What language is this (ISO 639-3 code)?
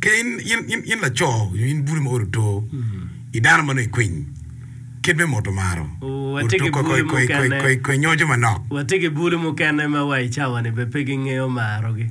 ach